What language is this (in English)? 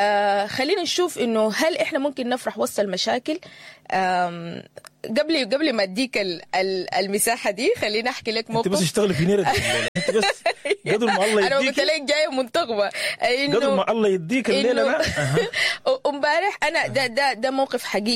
Sudanese Arabic